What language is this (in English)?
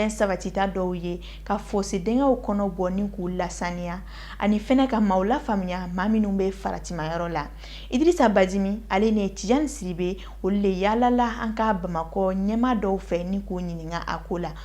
Bambara